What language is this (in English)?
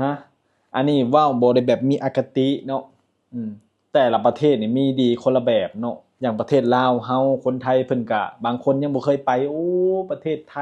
Lao